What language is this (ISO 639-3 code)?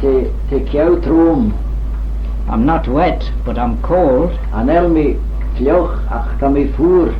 glv